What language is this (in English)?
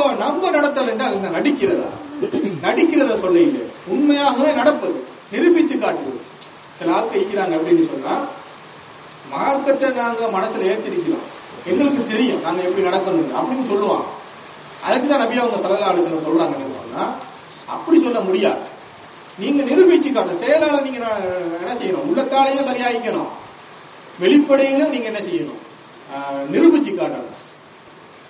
Tamil